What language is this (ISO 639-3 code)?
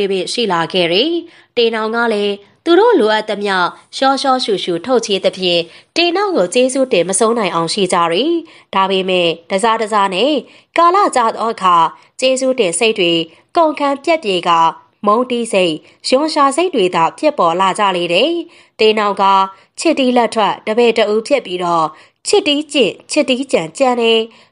mya